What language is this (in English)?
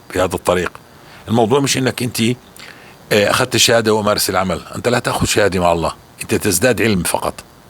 North Levantine Arabic